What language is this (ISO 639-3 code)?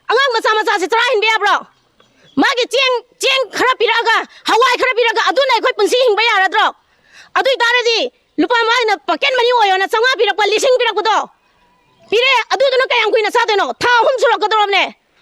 mni